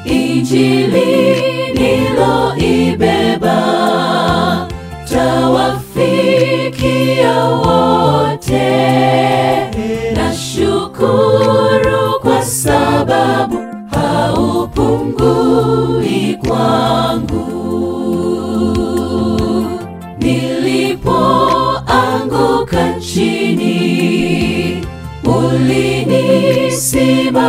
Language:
Swahili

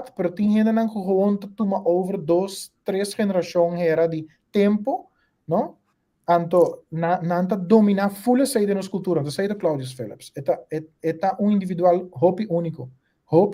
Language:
Papiamento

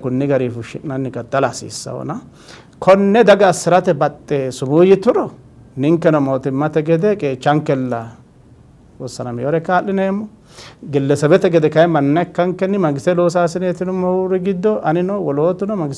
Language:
Sidamo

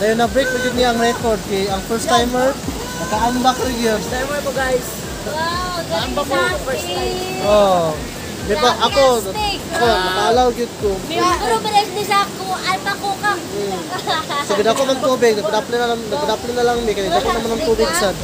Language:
Cebuano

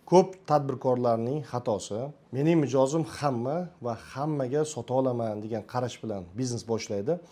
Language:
Uzbek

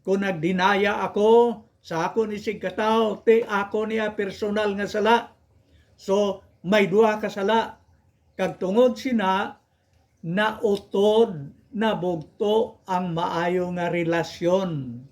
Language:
Hiligaynon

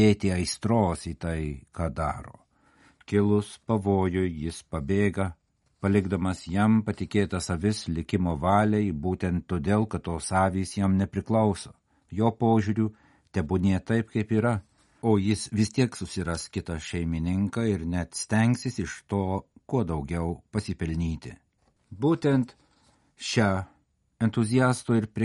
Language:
Lithuanian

